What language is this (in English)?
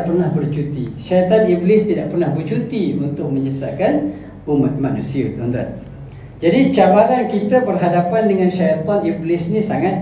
Malay